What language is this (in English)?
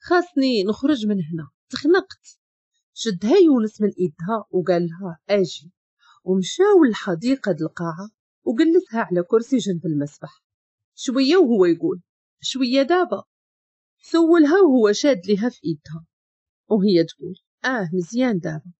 Moroccan Arabic